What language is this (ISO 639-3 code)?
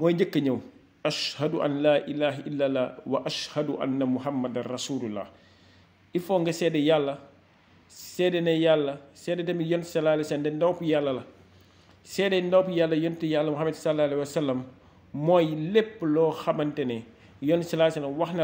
wol